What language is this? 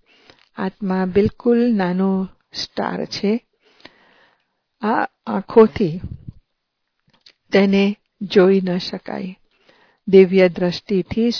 Gujarati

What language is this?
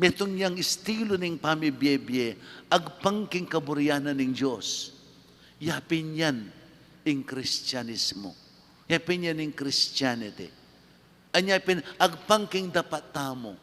Pampanga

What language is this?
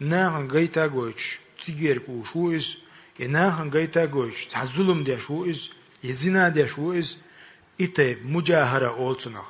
Chechen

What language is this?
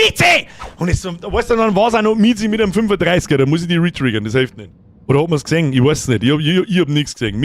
Bavarian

